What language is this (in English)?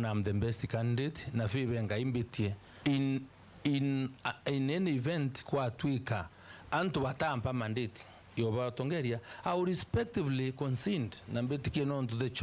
Meru